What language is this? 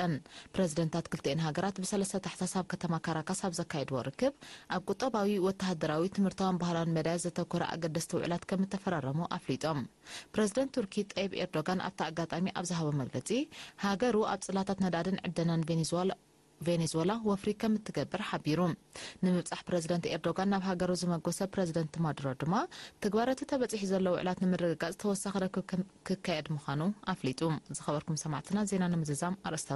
Tigrinya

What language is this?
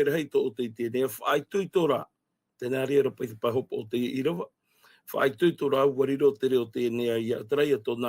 Tahitian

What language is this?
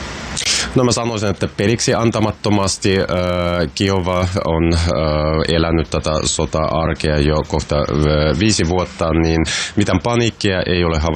Finnish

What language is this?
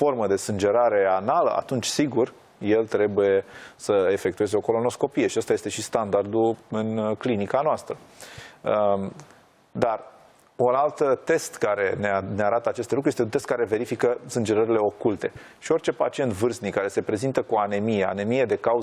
Romanian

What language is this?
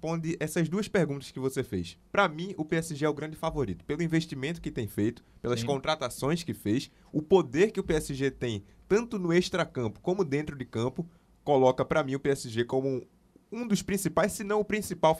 Portuguese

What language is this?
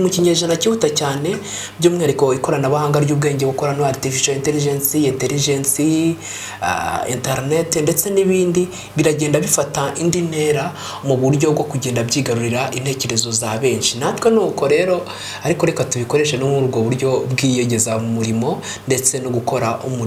Kinyarwanda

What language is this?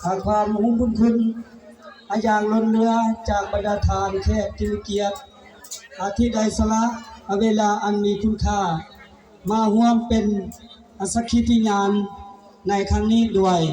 Lao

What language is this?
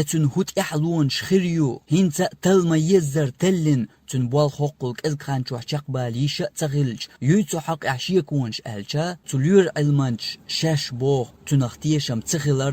Chechen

